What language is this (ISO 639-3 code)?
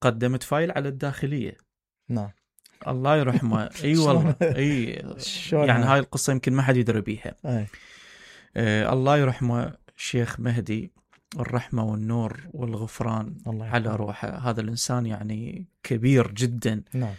acm